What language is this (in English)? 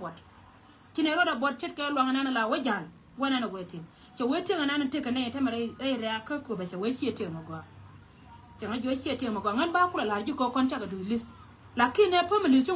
Nuer